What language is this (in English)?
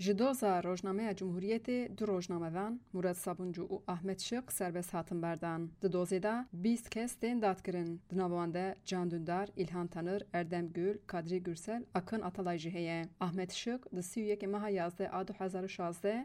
Kurdish